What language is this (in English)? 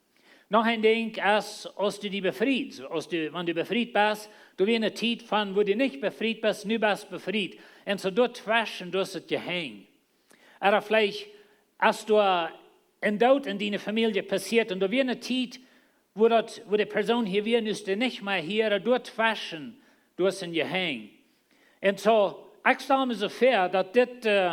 Plautdietsch